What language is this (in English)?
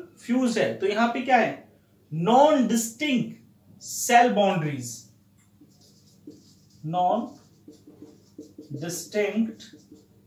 Hindi